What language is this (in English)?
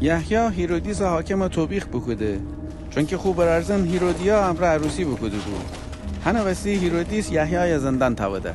Gilaki